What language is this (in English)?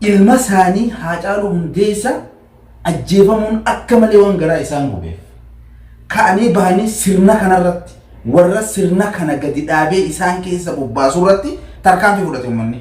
Oromo